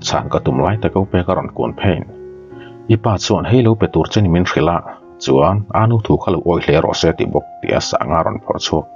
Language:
Mizo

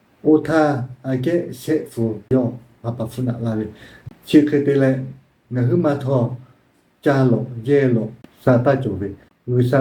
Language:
Lahu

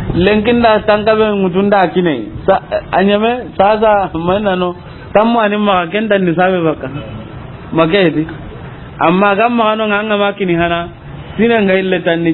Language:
Soninke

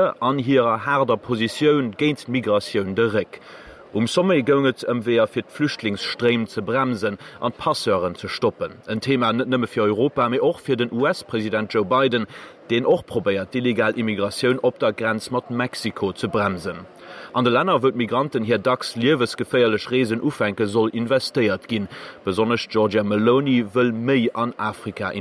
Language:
Luxembourgish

